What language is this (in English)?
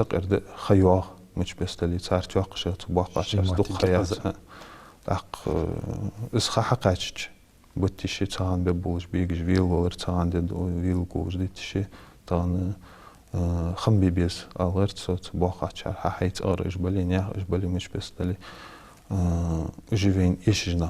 Ingush